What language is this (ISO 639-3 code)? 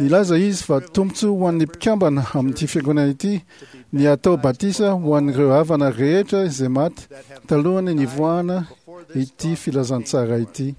mlg